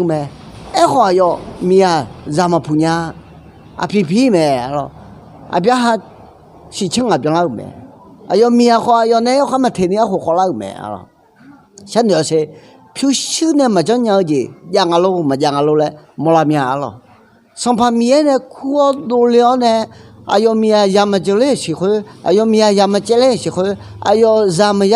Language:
Akha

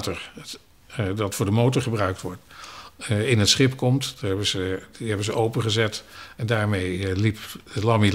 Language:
Dutch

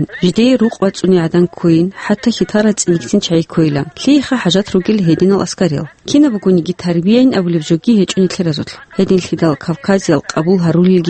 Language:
Avaric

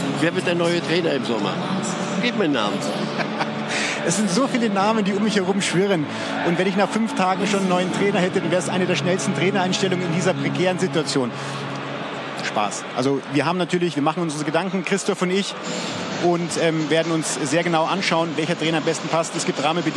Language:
German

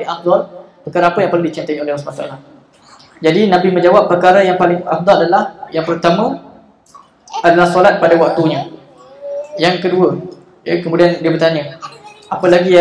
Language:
Malay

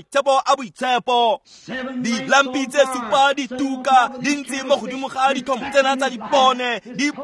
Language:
Tswana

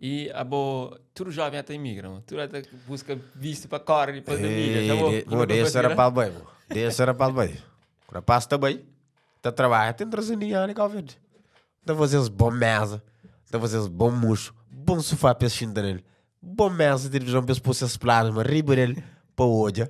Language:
Kabuverdianu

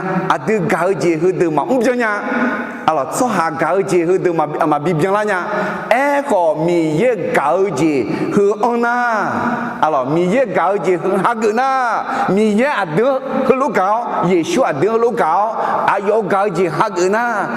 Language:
Akha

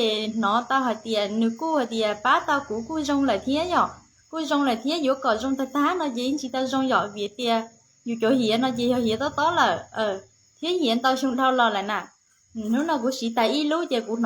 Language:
Hmong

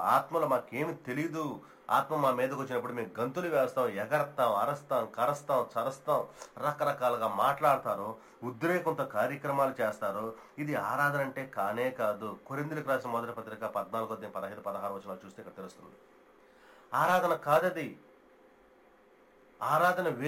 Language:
Telugu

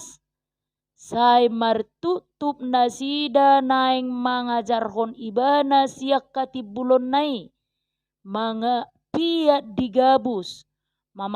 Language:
Batak Toba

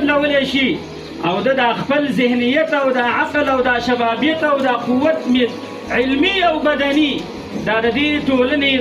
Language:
Pashto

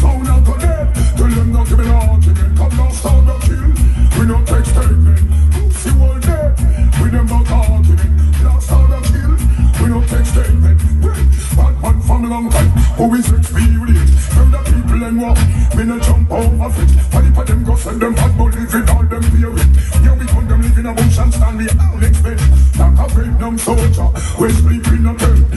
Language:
Jamaican Creole English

